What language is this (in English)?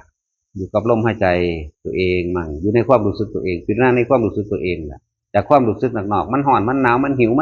Northeastern Thai